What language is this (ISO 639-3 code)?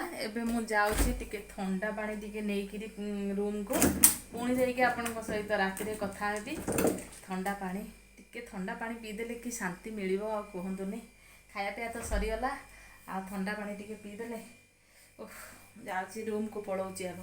ori